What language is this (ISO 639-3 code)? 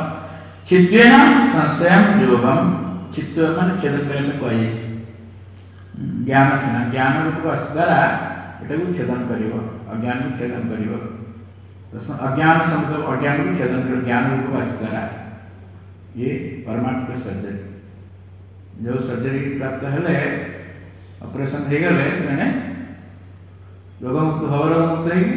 ori